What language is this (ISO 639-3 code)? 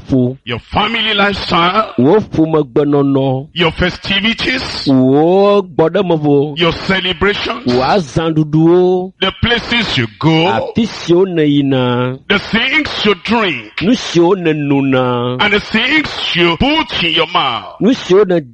ewe